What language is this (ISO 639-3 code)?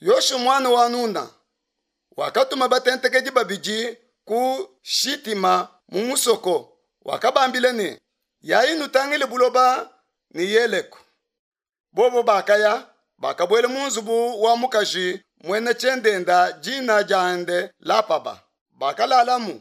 lua